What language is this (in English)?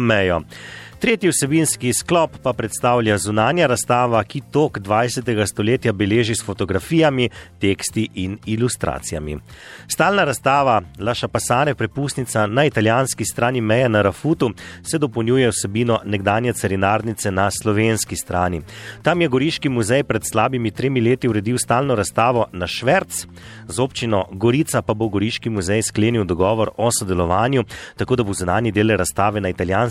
Slovenian